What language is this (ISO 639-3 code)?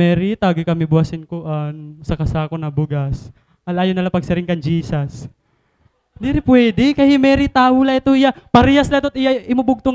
war